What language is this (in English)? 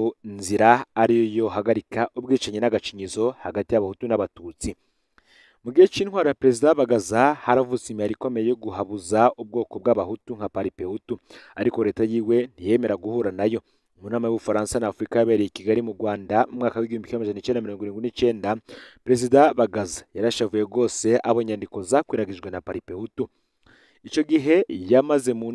Rundi